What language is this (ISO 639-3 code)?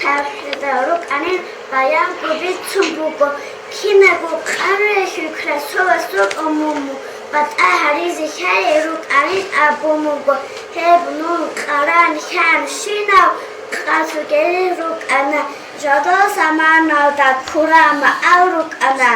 ava